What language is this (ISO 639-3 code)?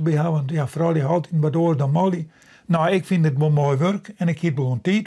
fry